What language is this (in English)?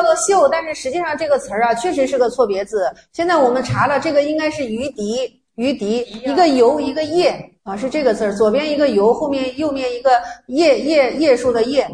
Chinese